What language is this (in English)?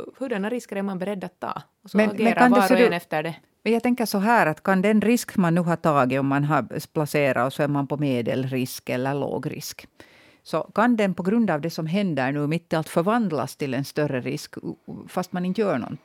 Swedish